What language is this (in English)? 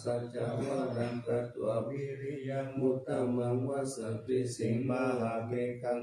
Pali